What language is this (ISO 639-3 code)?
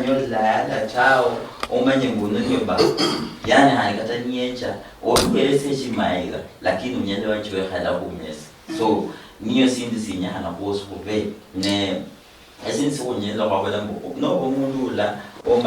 luy